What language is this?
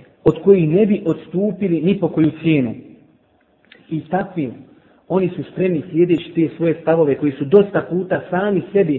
Bosnian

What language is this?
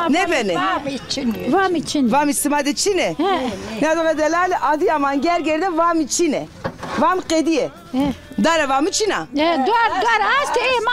Zaza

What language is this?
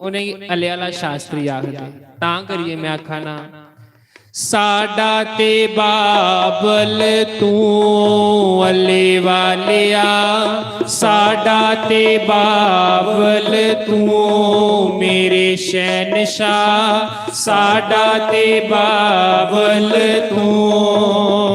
Dogri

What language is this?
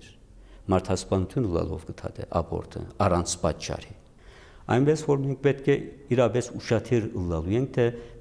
Western Armenian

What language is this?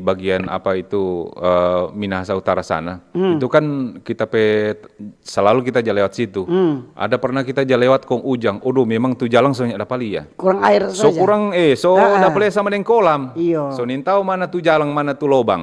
Manado Malay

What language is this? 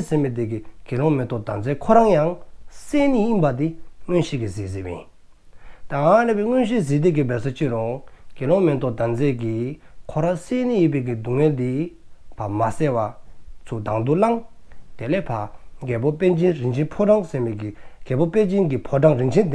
Dzongkha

